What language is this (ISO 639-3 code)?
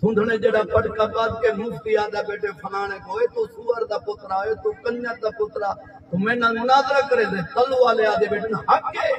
skr